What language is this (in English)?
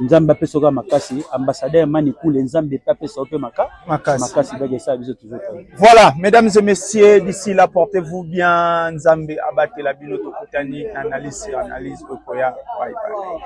Lingala